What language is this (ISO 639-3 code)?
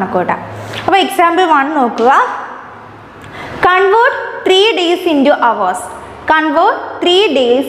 mal